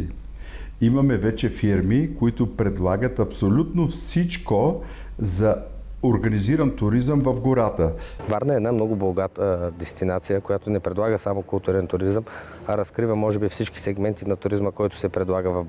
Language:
Bulgarian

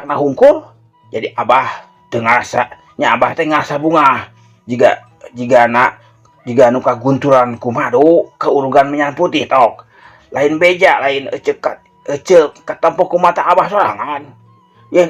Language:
Sundanese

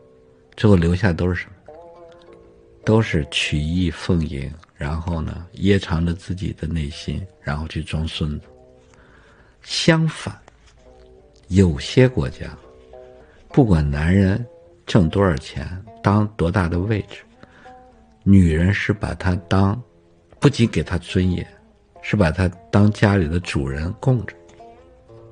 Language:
Chinese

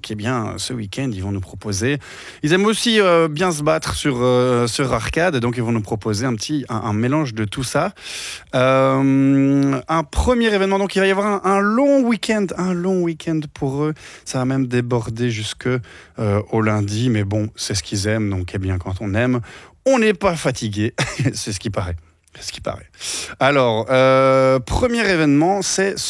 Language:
French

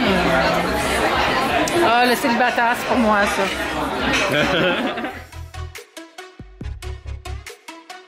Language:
French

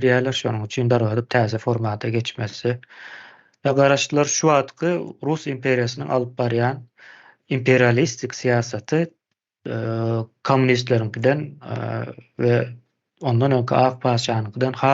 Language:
Turkmen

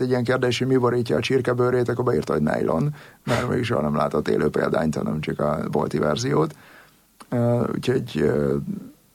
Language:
Hungarian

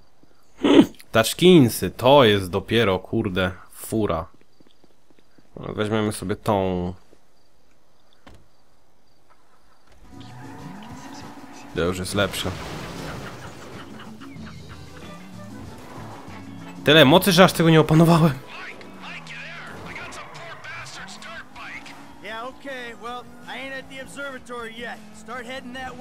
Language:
Polish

